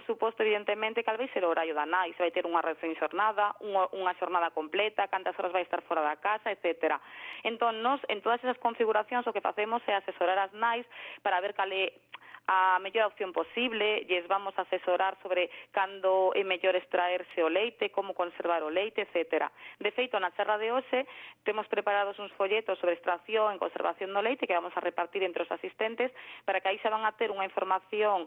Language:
Galician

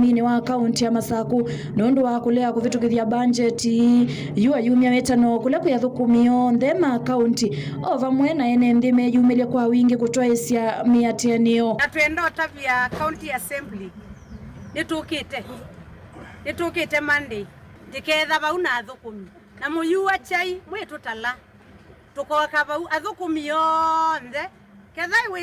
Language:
Kamba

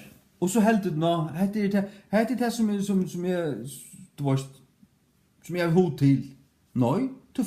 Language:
Faroese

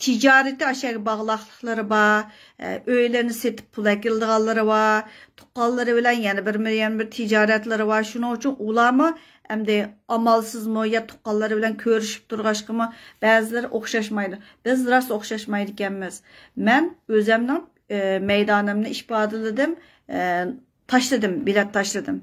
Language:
Uyghur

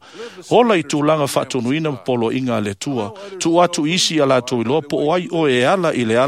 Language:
Samoan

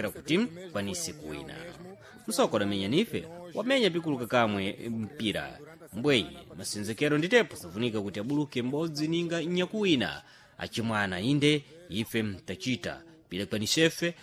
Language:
Sena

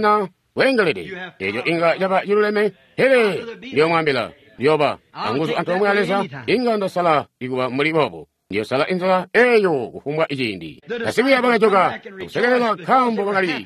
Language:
Tonga (Zambia)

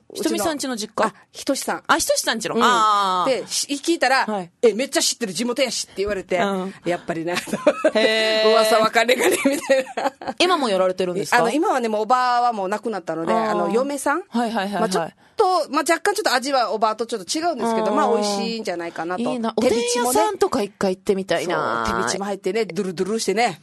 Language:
Japanese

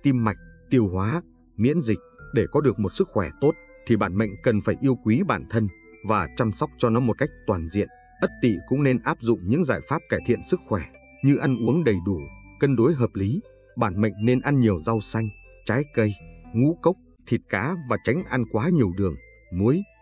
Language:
Vietnamese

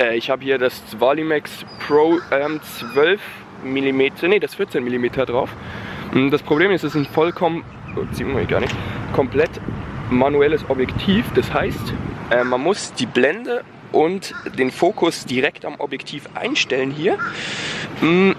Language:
Swiss German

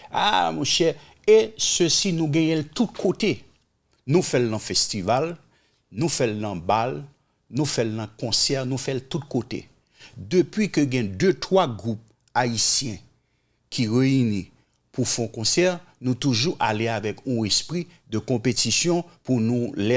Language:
Haitian Creole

